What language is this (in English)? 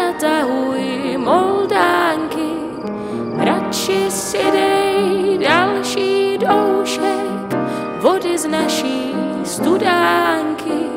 Czech